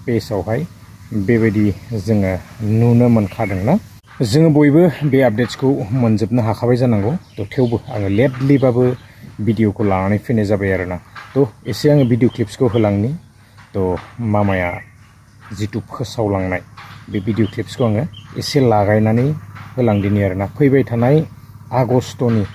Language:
Bodo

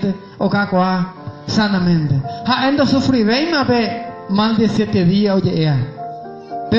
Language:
Guarani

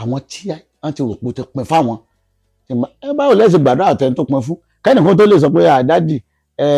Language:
Yoruba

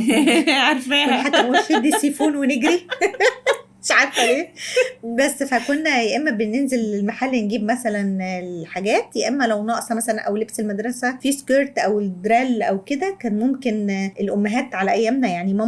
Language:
Egyptian Arabic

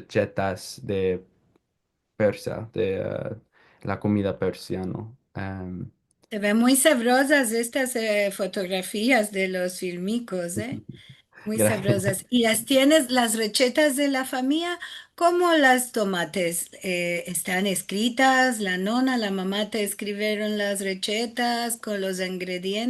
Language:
Ladino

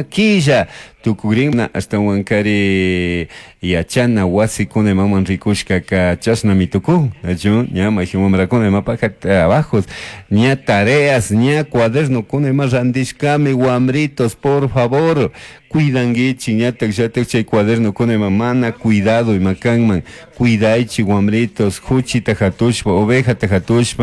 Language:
Chimborazo Highland Quichua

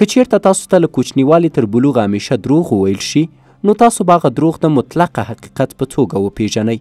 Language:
Pashto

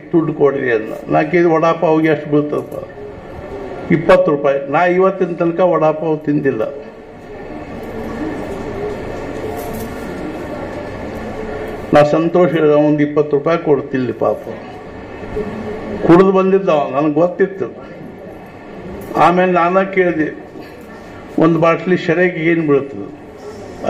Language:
Kannada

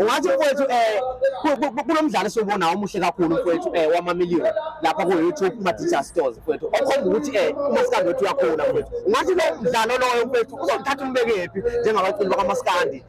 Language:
Zulu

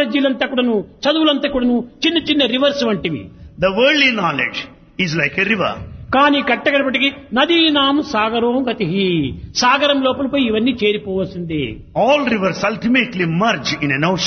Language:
Telugu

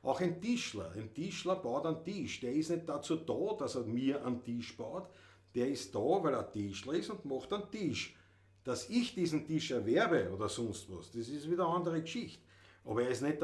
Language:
Bavarian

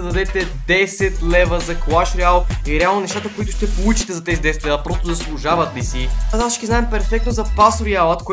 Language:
Bulgarian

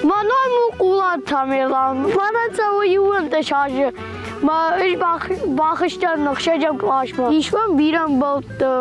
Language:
Ossetic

